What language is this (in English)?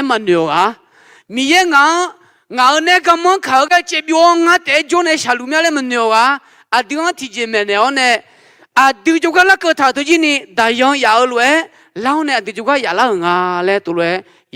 Akha